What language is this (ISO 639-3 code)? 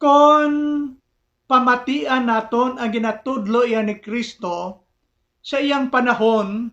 hil